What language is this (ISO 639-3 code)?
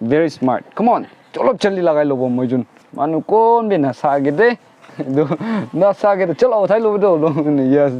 nag